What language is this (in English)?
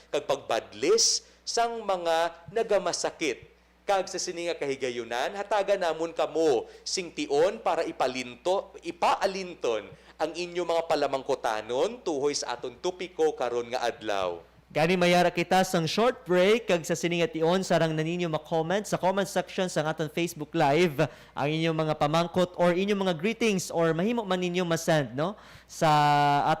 Hiligaynon